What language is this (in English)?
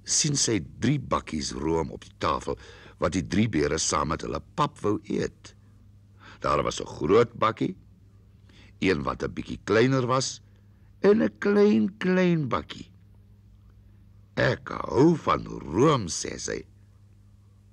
Afrikaans